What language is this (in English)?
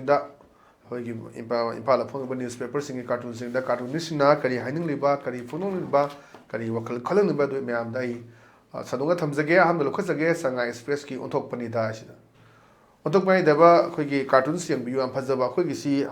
Manipuri